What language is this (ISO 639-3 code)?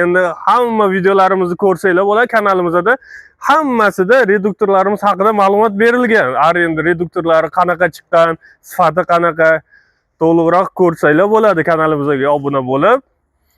uzb